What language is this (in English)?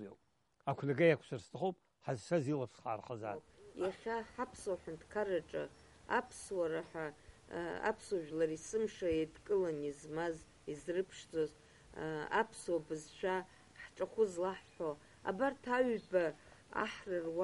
Abkhazian